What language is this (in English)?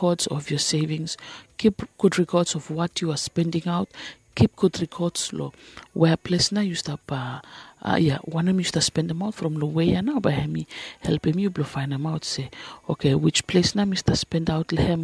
Bislama